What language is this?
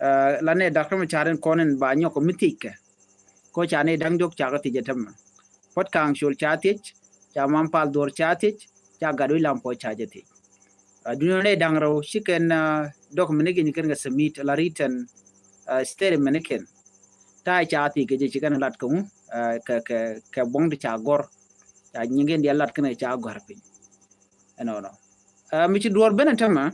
Nuer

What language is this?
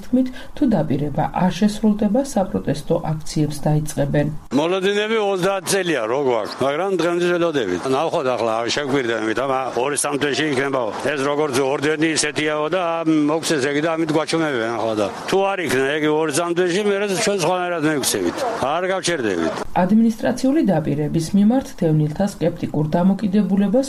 Georgian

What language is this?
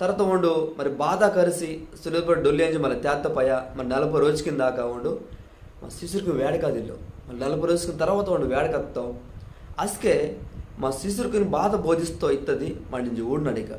Koya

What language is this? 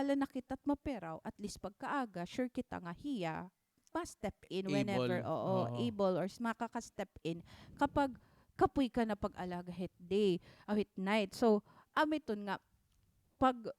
Waray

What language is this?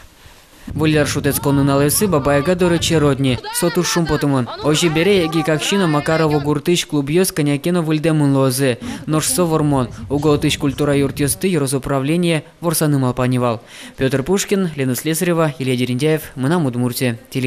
Udmurt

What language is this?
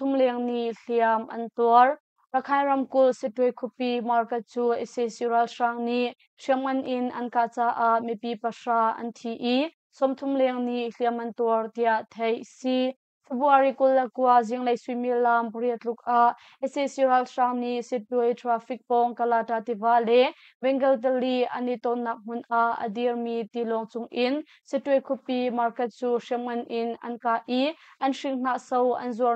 Hakha Chin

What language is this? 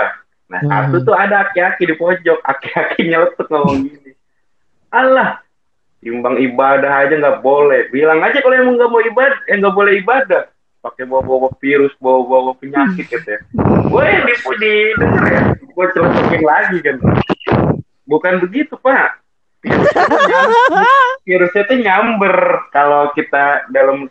Indonesian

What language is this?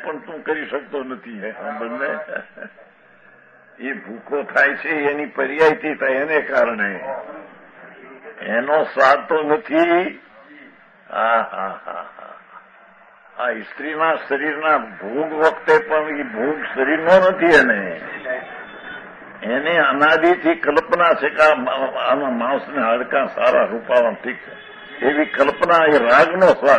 Gujarati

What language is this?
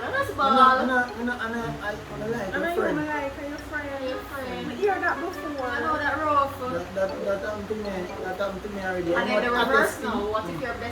Jamaican Creole English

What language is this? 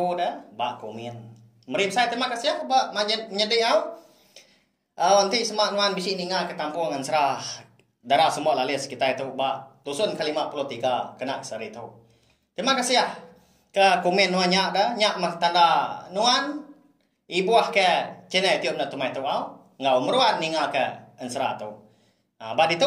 Iban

